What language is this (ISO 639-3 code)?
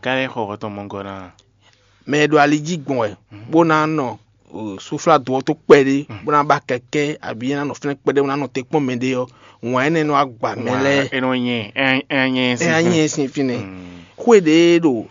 fon